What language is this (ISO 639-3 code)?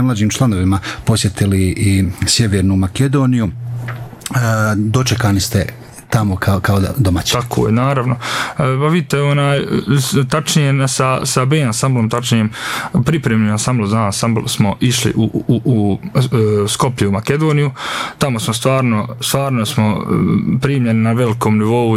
bos